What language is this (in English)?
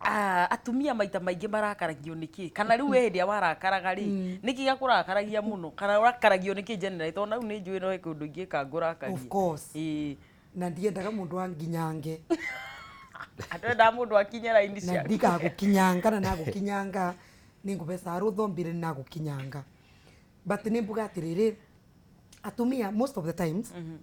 Kikuyu